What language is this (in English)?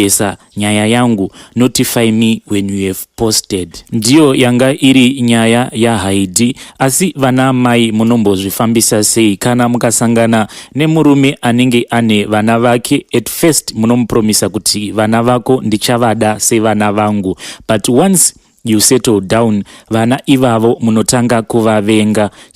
Shona